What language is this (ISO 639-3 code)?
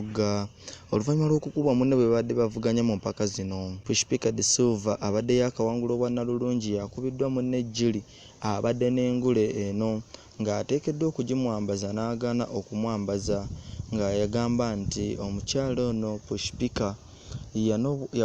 lug